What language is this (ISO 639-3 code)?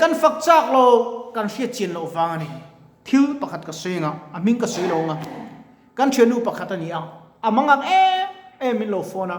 lus